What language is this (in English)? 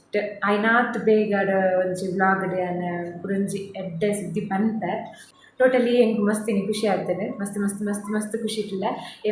Tulu